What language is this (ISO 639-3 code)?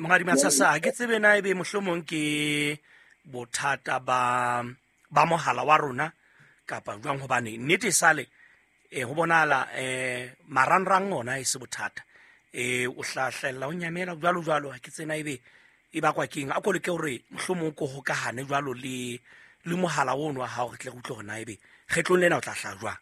sot